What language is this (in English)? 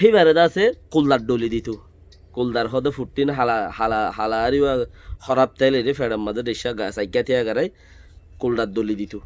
Rohingya